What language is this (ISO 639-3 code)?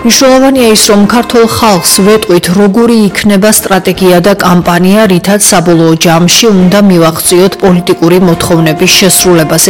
kat